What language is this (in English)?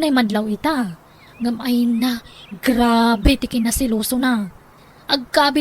Iloko